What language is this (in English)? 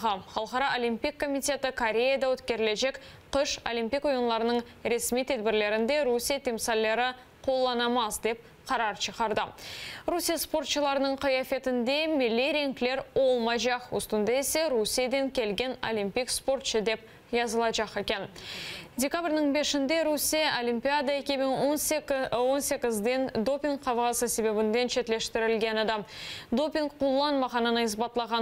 Crimean Tatar